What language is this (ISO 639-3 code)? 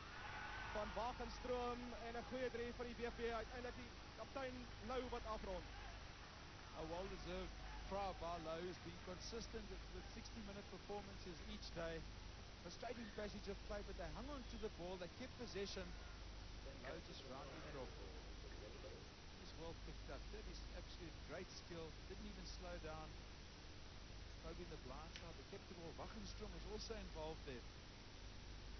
afr